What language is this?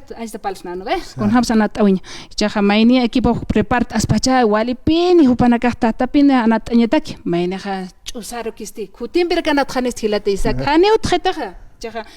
Aymara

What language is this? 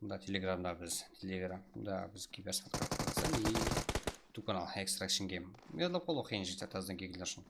Kara-Kalpak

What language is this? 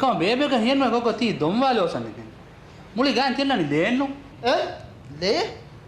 Divehi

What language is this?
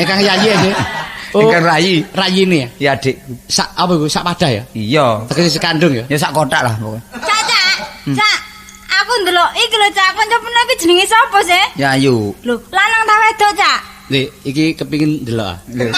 Javanese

